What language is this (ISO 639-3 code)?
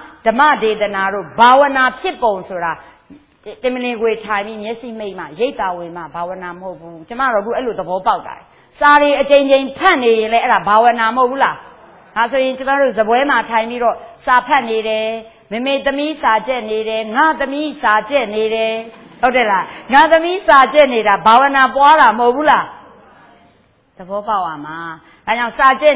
mya